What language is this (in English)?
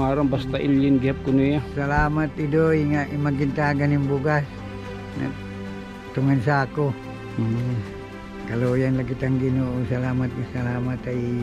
Waray